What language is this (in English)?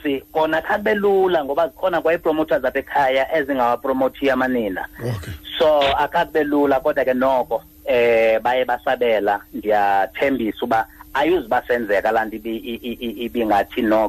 Xhosa